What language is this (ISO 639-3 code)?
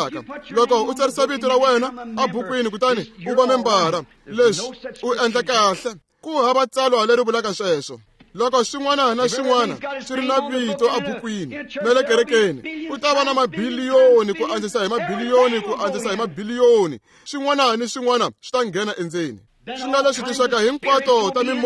tso